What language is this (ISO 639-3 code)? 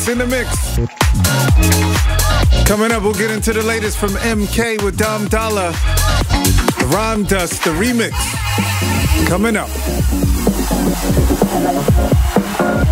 eng